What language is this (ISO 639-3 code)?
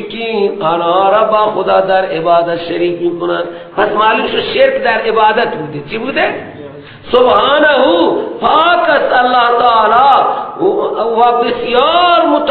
fas